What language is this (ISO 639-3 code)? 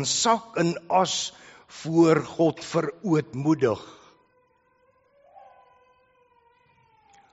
afr